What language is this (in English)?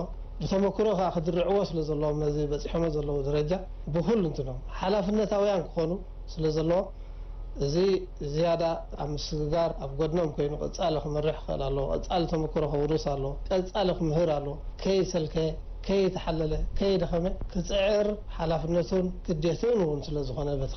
Tigrinya